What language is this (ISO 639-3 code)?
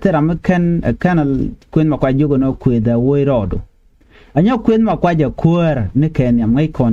nus